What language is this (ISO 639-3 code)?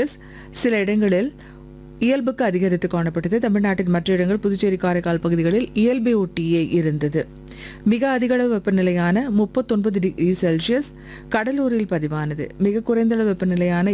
tam